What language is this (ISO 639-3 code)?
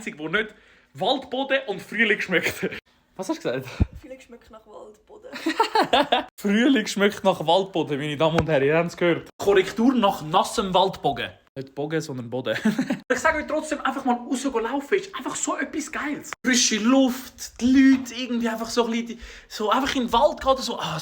gsw